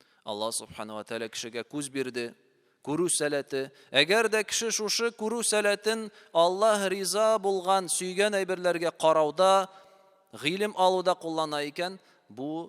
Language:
Tatar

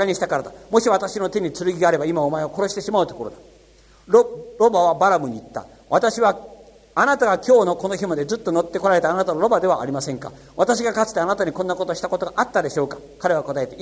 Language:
Japanese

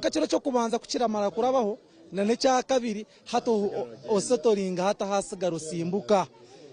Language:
Nyankole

